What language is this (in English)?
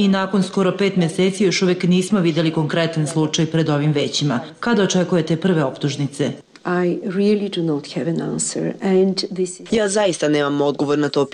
Serbian